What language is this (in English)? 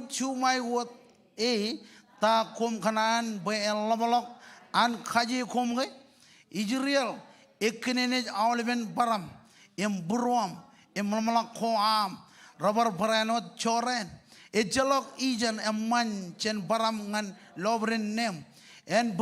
Marshallese